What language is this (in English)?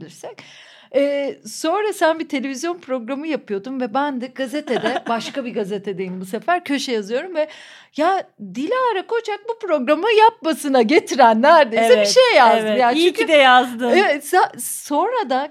Turkish